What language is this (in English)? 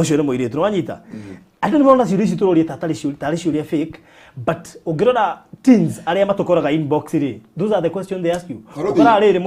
Kikuyu